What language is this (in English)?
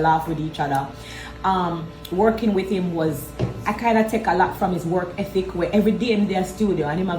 Jamaican Creole English